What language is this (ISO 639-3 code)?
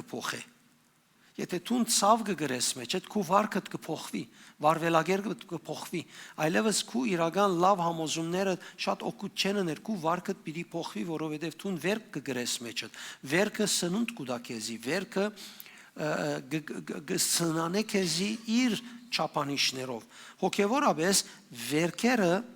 hyw